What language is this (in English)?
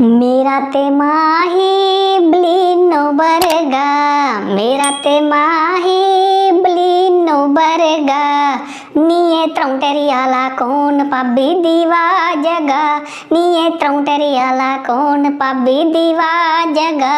Dogri